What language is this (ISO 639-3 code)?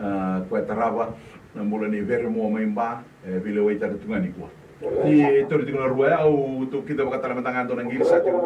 fij